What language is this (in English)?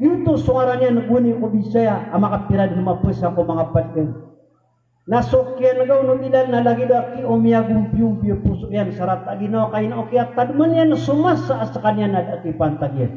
Maranao